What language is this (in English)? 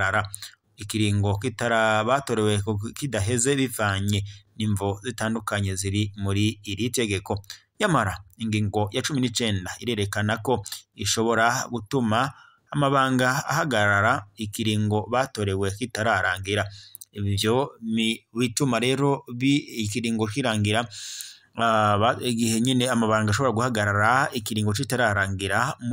Rundi